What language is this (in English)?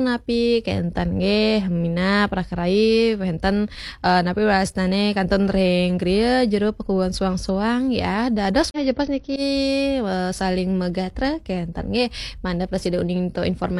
Balinese